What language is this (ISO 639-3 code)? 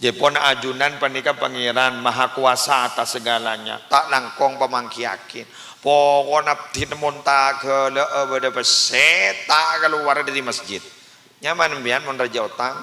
mad